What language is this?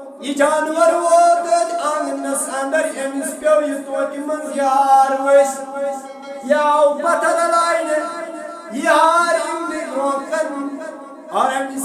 Kashmiri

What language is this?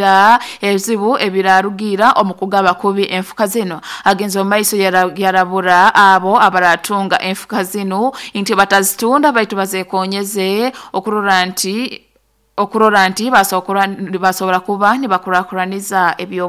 Nyoro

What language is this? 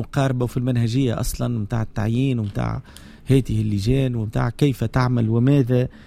Tunisian Arabic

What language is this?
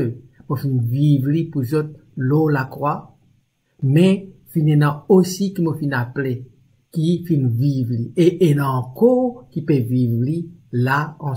Morisyen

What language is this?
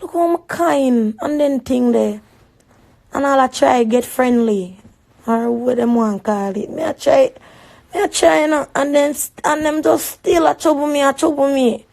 Jamaican Creole English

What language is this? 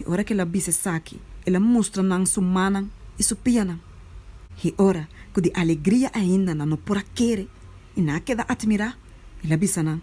Papiamento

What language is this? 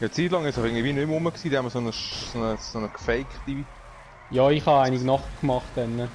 Swiss German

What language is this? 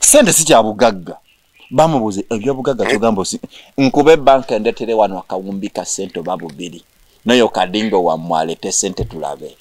Ganda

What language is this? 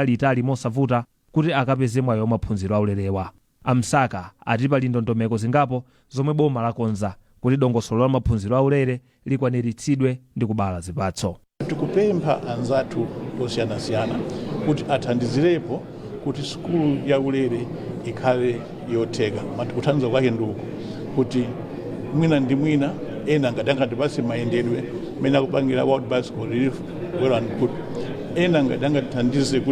Nyanja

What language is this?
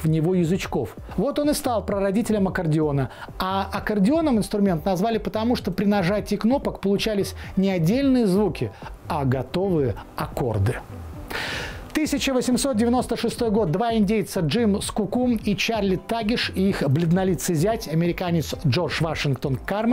Russian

